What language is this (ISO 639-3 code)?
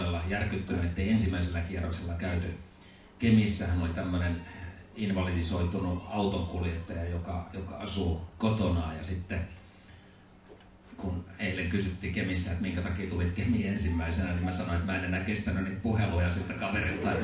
fin